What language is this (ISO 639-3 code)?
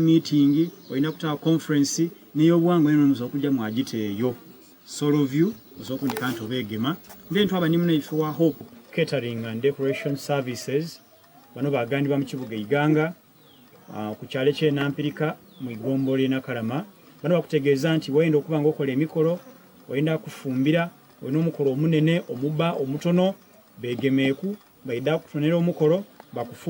xog